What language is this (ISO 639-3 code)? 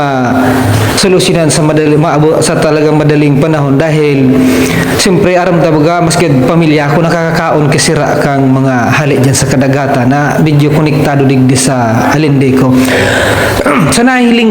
bik